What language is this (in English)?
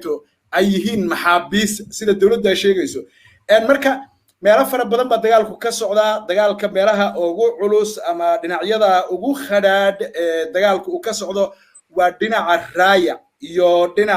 Somali